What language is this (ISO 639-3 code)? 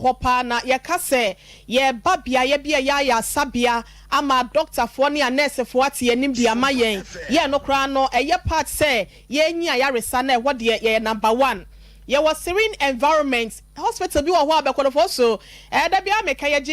aka